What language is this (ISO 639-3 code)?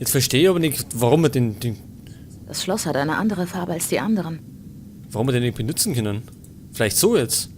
bar